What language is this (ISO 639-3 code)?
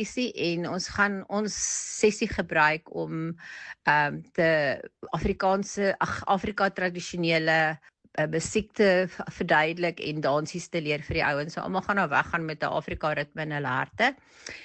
afr